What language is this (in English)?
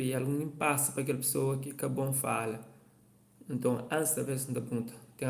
Kabuverdianu